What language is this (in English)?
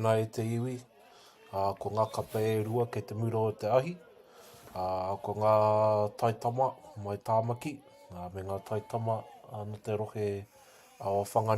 Māori